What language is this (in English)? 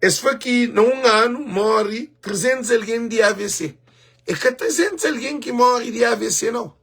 Kabuverdianu